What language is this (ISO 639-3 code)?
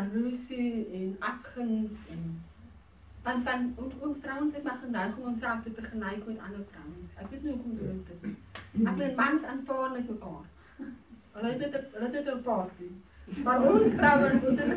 afr